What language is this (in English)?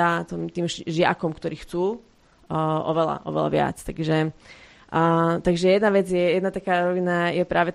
Slovak